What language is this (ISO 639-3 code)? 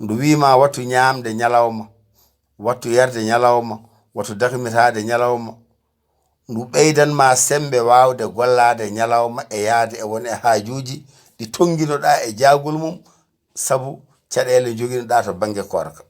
ful